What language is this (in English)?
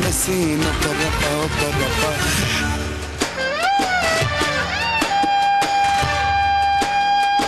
Turkish